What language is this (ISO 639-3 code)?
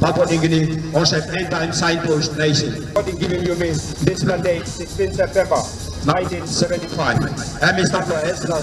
tpi